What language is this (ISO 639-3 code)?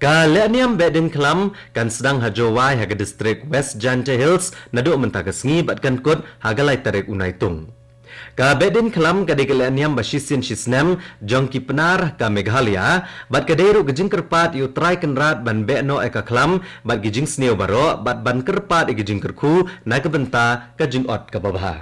kha